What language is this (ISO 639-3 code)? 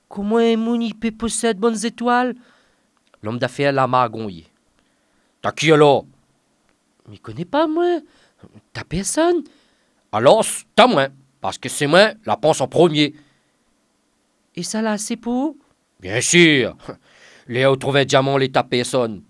rcf